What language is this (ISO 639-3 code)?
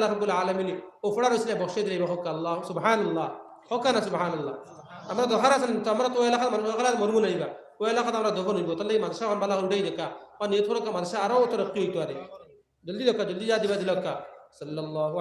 syl